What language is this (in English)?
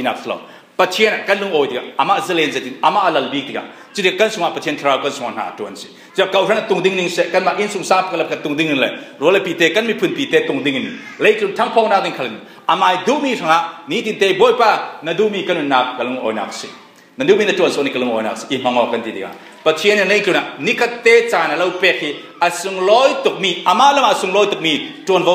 Falam Chin